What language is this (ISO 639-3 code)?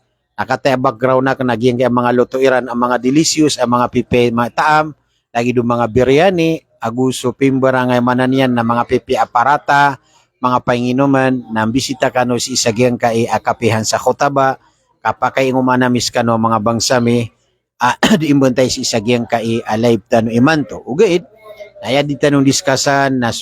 mrw